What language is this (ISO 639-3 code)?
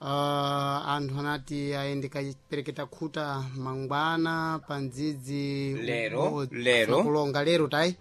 seh